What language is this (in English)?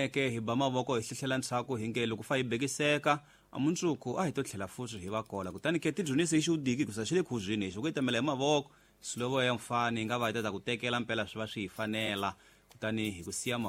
Tsonga